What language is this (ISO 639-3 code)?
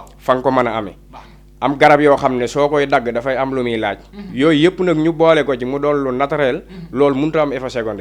wol